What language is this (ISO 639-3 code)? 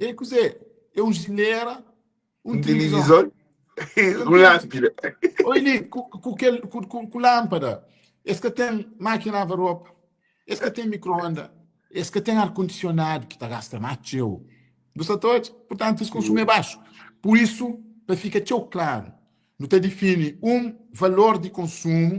kea